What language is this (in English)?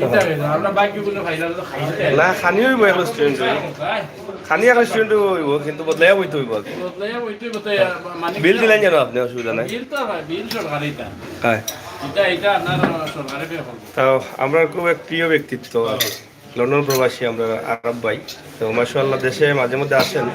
Sylheti